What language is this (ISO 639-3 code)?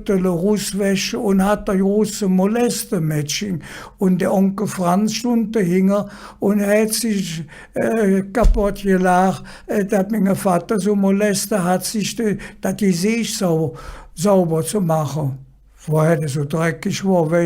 ksh